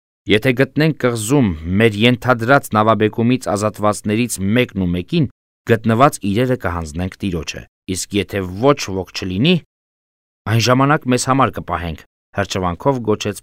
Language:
Armenian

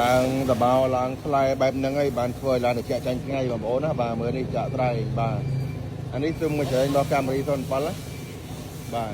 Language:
Khmer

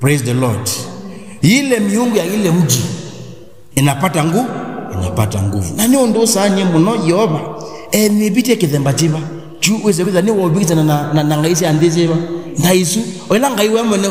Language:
Kamba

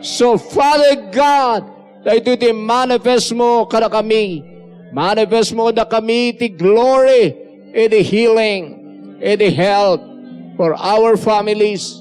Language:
Iloko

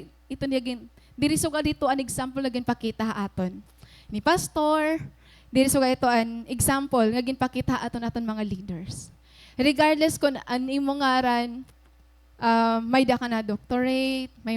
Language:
Waray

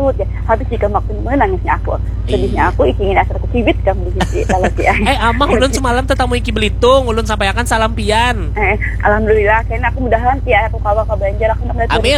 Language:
Banjar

